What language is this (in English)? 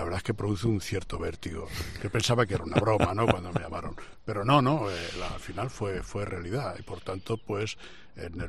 Spanish